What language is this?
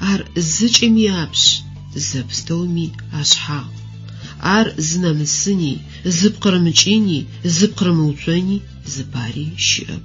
Adyghe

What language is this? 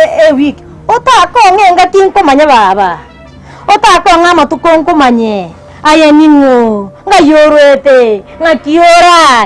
Gusii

